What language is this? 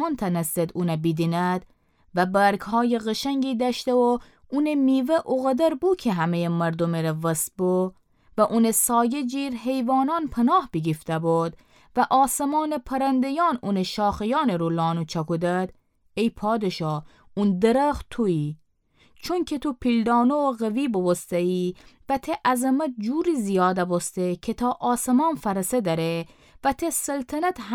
Gilaki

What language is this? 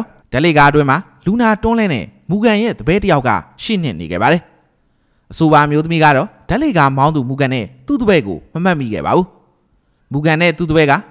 Burmese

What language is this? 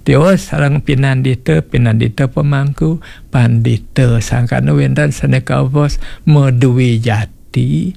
Balinese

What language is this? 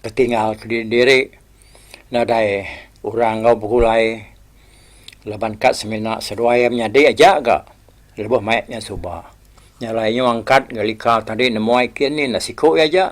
Iban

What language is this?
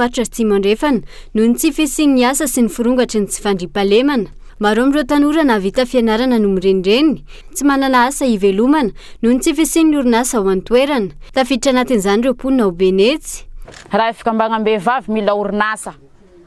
Malagasy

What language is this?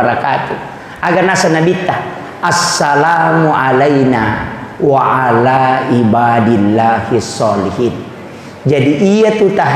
Buginese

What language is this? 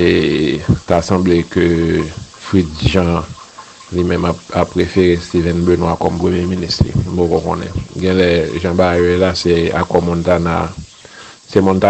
Haitian Creole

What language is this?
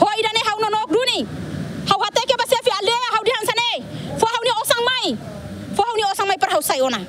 Tetum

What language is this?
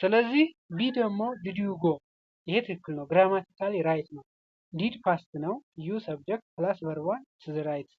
Amharic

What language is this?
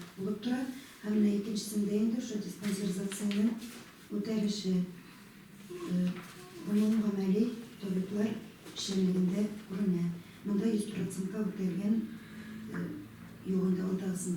Tatar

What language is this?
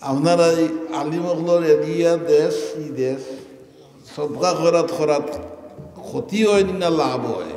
Sylheti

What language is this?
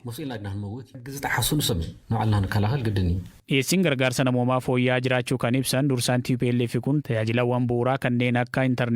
Oromo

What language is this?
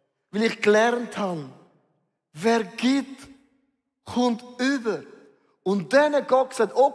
Swiss German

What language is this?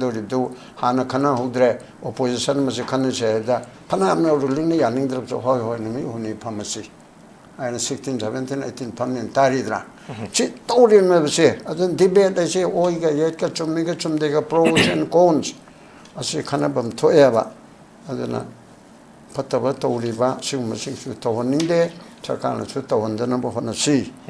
Manipuri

